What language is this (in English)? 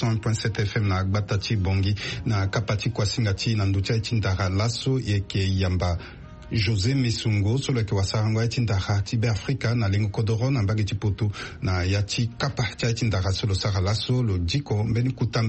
Sango